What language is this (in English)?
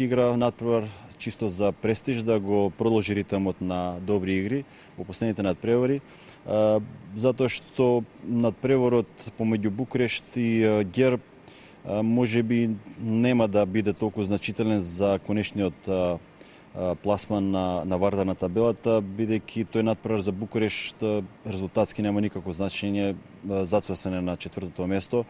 Macedonian